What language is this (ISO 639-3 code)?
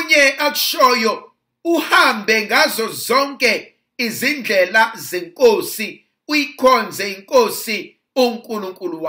zul